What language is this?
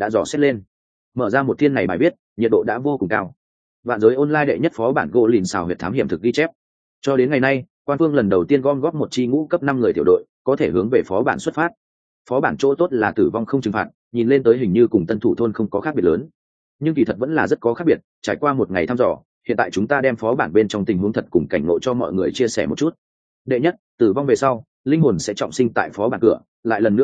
Vietnamese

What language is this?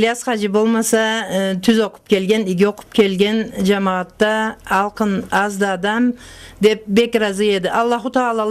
Karachay-Balkar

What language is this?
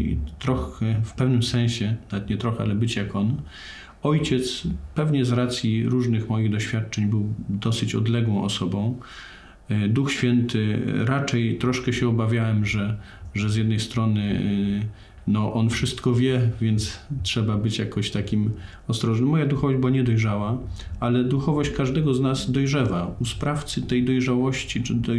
Polish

